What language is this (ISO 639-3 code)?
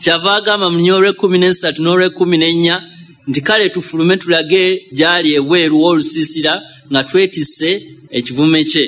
lug